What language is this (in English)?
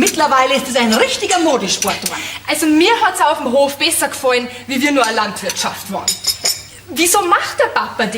Bavarian